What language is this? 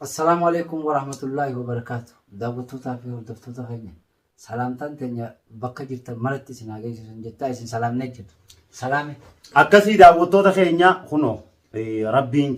Oromo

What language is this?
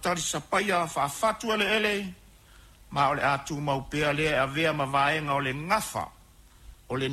Samoan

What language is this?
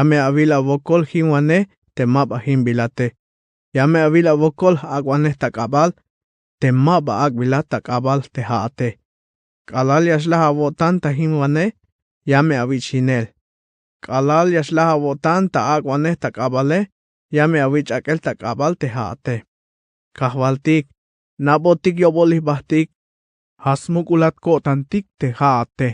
Tzeltal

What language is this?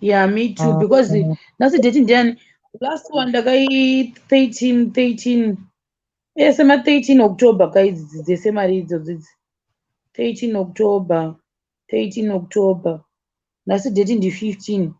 Shona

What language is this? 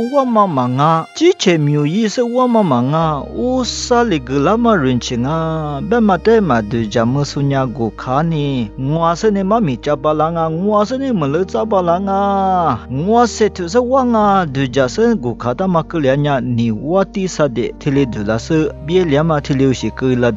Lisu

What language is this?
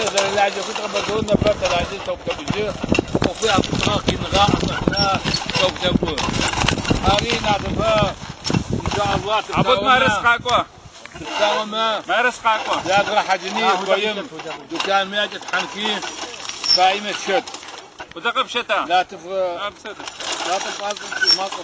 Adyghe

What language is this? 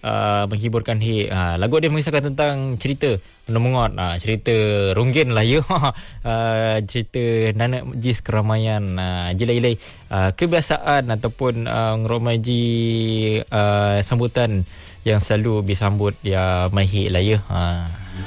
Malay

